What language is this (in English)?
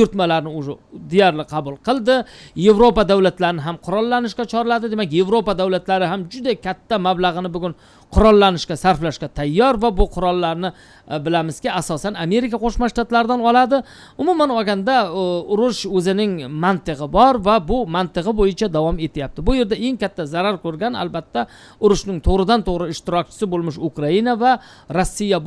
Uzbek